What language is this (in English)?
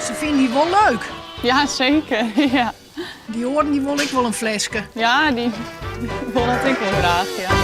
Western Frisian